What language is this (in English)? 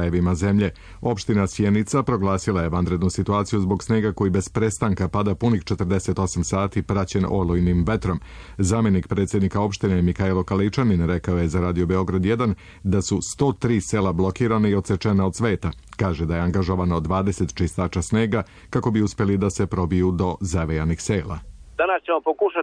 Serbian